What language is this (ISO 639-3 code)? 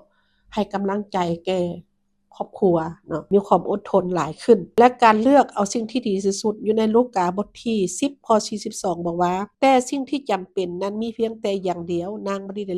lao